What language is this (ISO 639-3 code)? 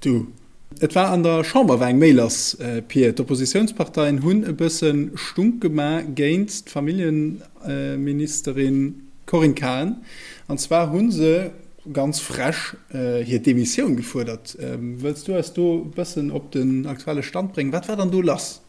ltz